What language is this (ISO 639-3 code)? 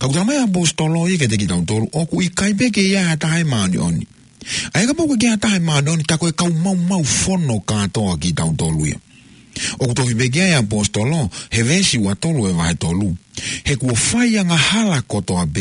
ton